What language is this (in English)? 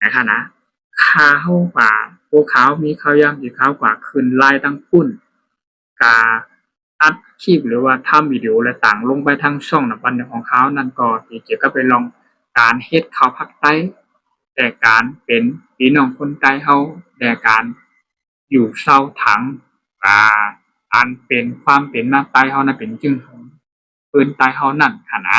Shan